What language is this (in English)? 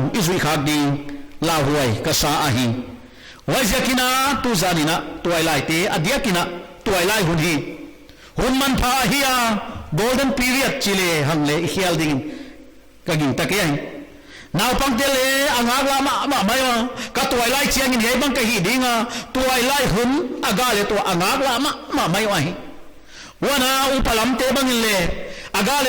Paite Chin